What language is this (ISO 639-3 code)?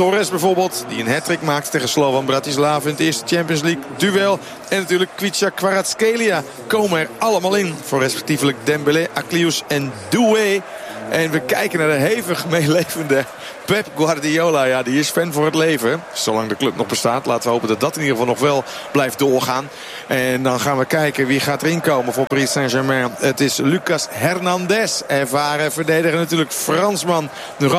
nld